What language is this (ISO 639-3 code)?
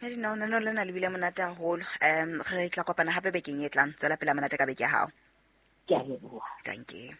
sot